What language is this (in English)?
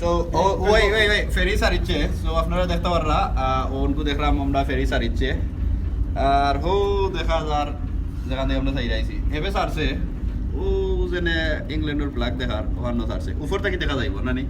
Sylheti